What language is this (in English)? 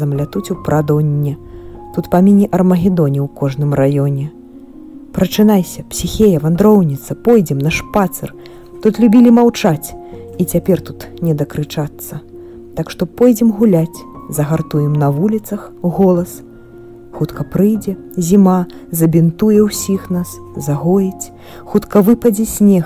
Belarusian